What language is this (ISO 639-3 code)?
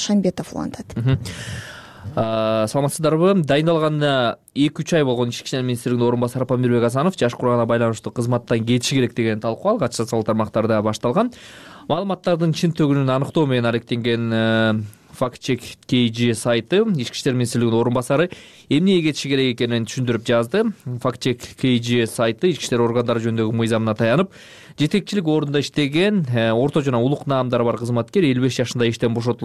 kir